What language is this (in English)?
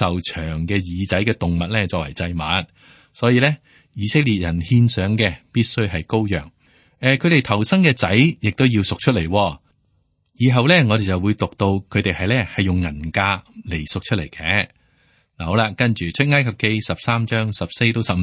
Cantonese